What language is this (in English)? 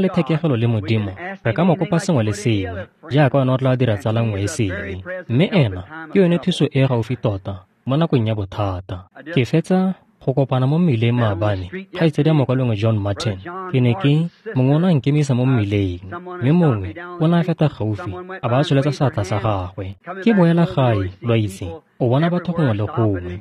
Tswana